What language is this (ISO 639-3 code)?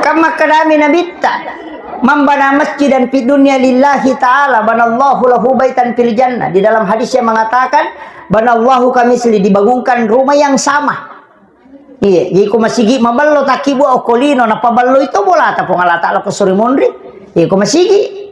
bug